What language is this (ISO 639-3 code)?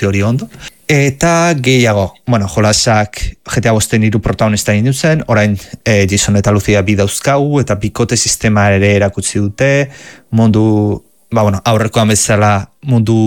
eus